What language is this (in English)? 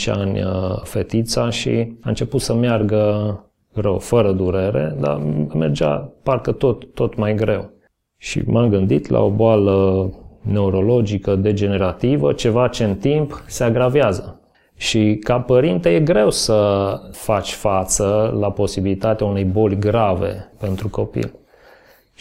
Romanian